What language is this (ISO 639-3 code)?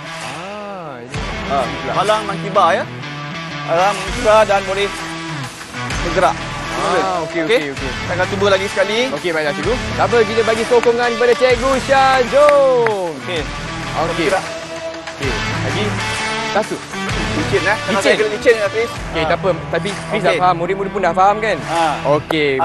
msa